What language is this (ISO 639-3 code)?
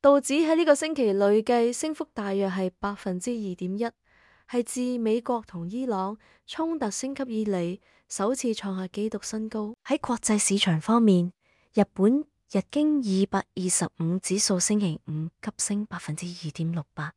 yue